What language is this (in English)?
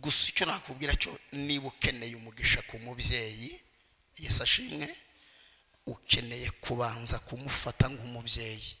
Kinyarwanda